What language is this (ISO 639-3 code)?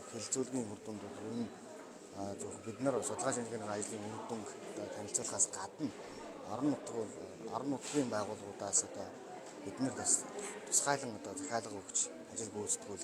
mon